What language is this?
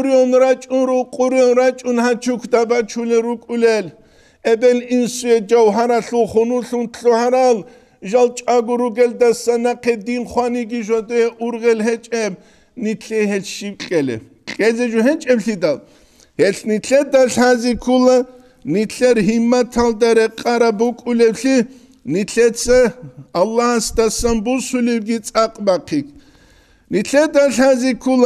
Avaric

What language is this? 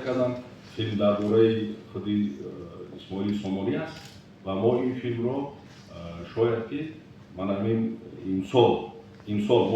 Tajik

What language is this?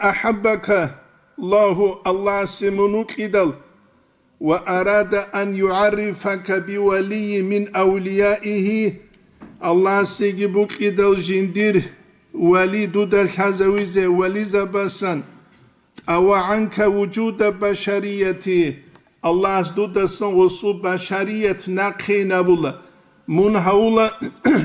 Avaric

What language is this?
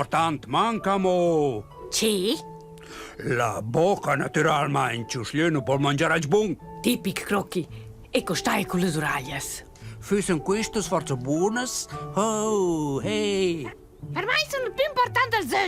Romansh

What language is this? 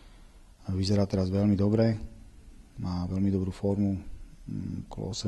Slovak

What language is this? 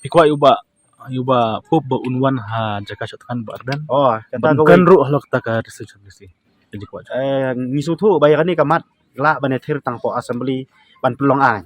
Khasi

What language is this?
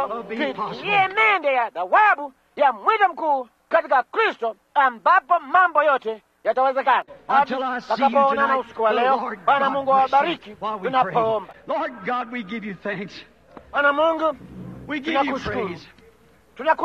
Swahili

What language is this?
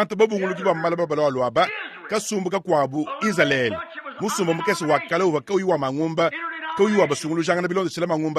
Luba-Lulua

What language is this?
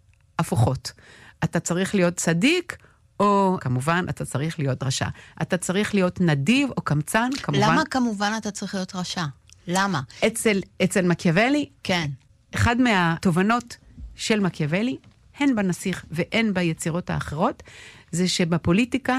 Hebrew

